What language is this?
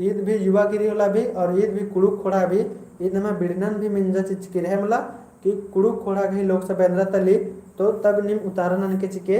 Kurukh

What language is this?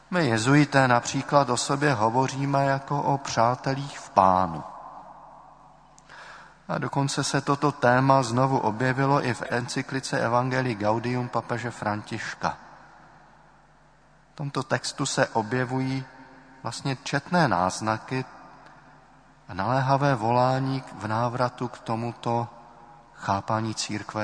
Czech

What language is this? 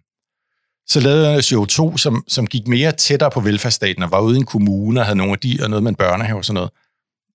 Danish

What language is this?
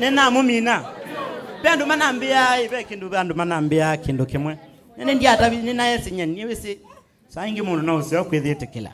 Kamba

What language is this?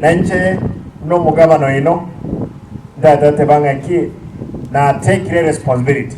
Gusii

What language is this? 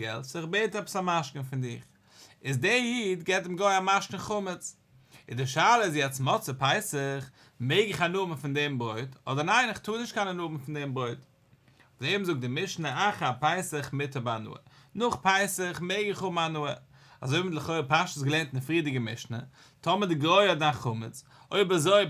Yiddish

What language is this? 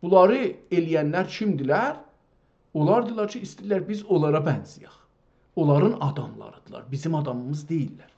South Azerbaijani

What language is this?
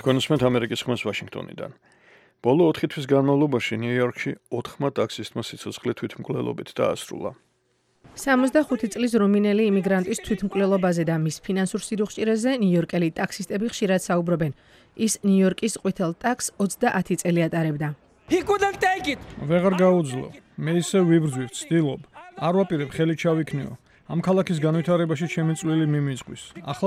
Georgian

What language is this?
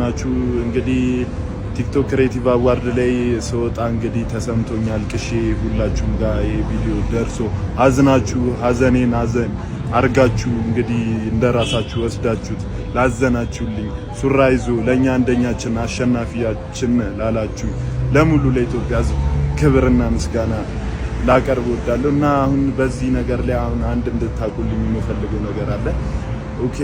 Amharic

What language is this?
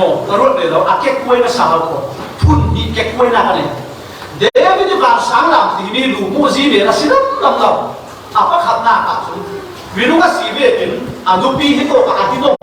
Falam Chin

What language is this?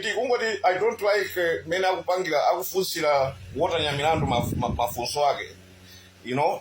Nyanja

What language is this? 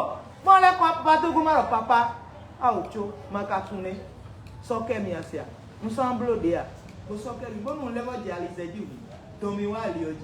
Fon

